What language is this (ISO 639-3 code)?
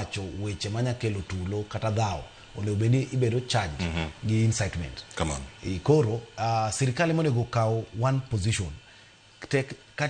luo